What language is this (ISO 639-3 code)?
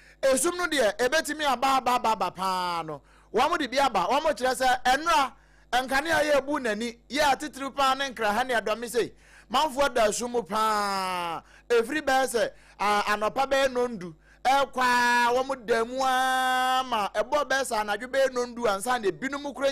aka